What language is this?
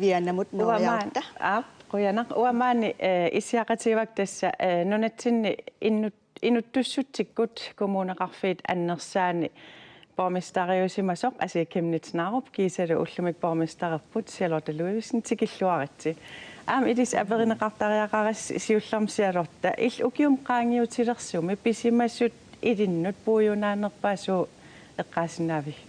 Kalaallisut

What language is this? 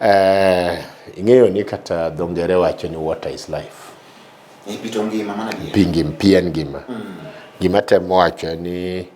Luo (Kenya and Tanzania)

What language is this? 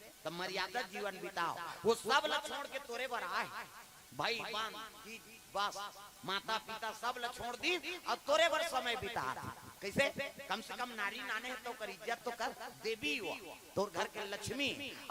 Chhattisgarhi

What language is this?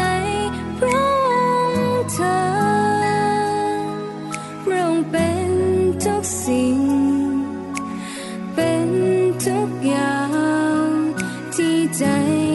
Thai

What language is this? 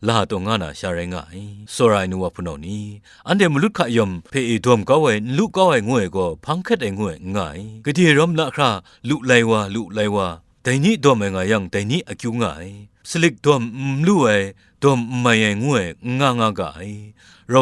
Kachin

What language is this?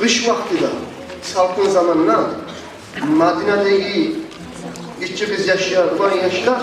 Kumyk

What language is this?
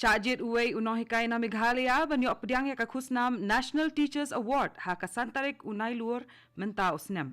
Khasi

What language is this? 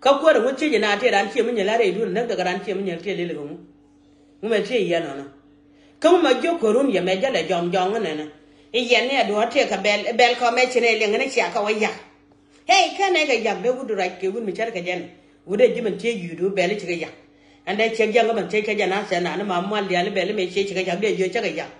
Nuer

